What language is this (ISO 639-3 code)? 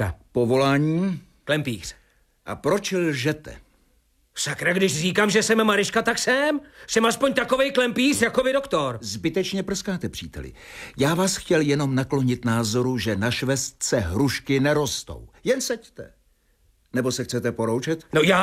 ces